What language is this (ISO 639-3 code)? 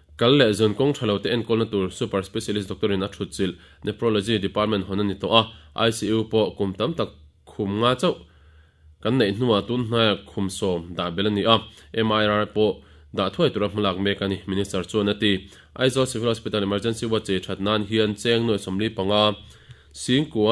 lus